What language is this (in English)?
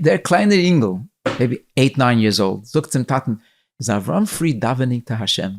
Yiddish